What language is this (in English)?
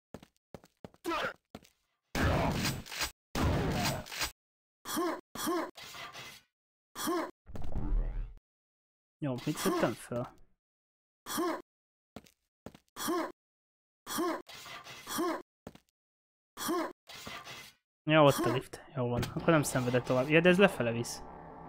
Hungarian